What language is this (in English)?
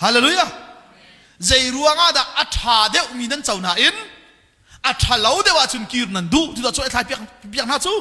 Hakha Chin